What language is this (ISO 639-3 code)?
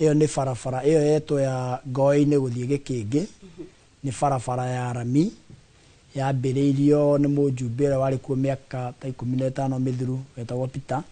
kik